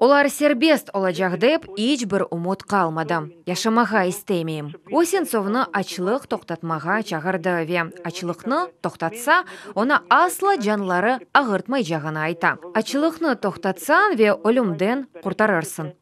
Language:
Crimean Tatar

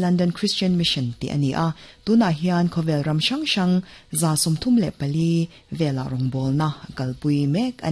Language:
Mizo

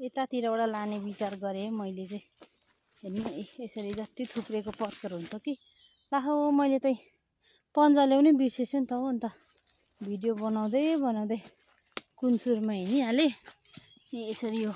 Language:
Nepali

